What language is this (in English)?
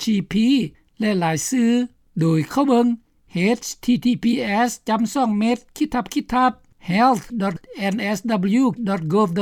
Lao